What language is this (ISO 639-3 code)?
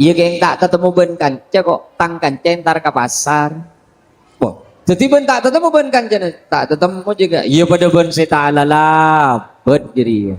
mad